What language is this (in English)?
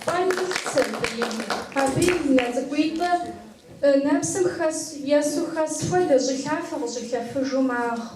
Kabardian